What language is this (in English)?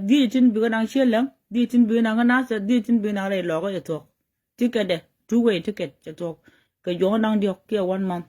Nuer